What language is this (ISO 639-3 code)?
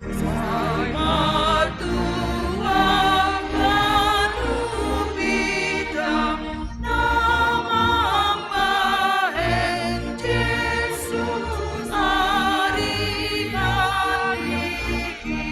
bts